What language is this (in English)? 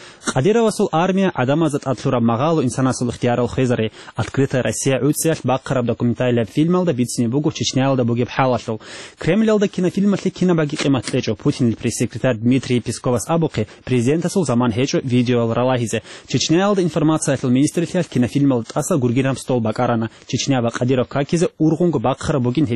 Avaric